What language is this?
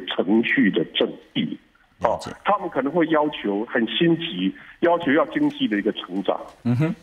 Chinese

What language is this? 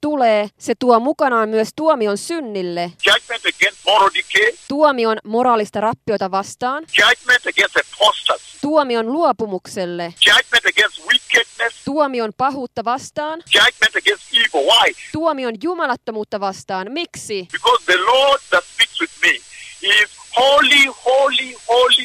Finnish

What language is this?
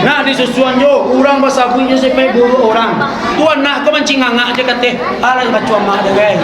Minangkabau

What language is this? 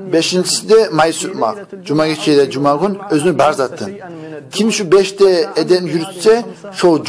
Kumyk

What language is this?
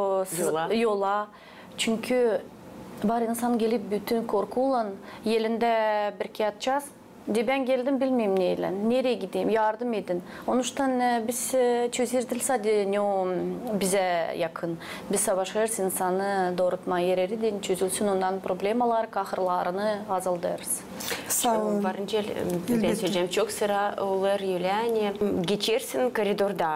Gagauz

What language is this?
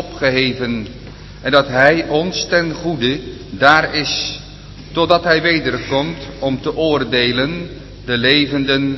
Dutch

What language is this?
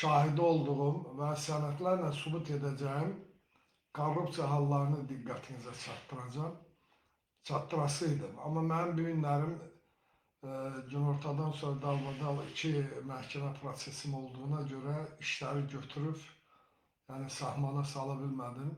Azerbaijani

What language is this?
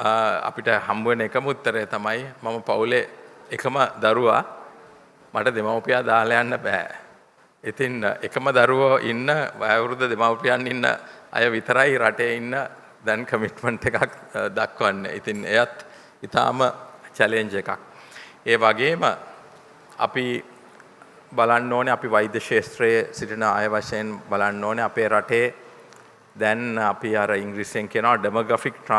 Sinhala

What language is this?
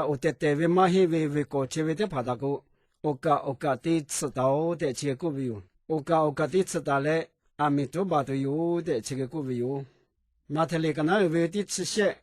Lahu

